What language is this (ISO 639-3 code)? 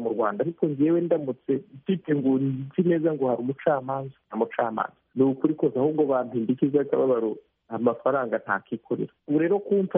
kin